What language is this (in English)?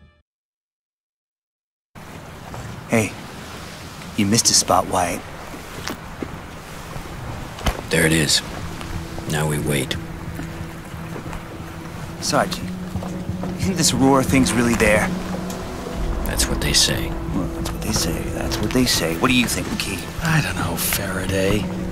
English